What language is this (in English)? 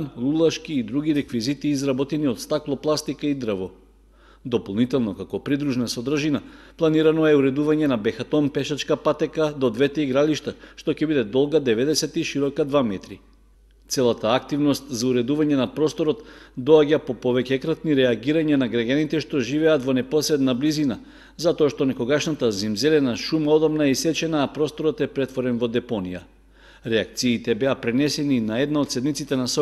Macedonian